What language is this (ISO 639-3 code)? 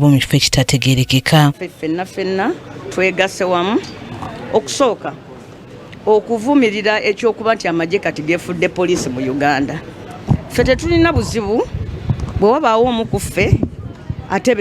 lug